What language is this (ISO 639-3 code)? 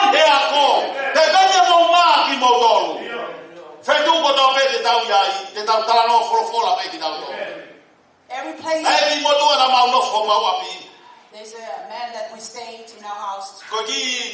ton